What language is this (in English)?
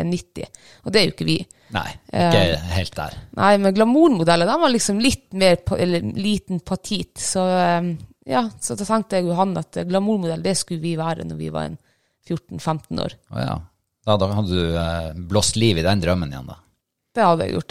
Norwegian